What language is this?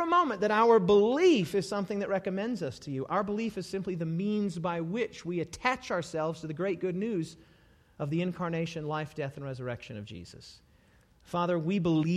English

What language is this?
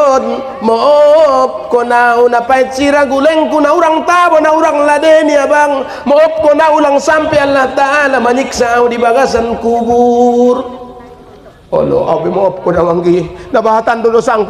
Batak Mandailing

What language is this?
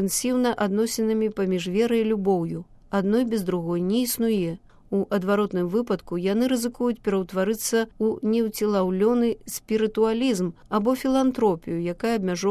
Belarusian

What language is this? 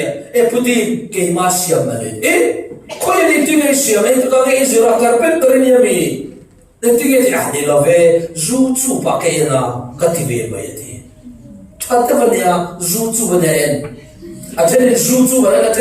Falam Chin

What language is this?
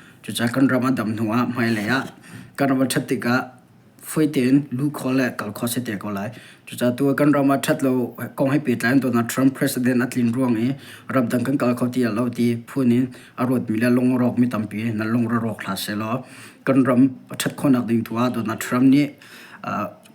Hakha Chin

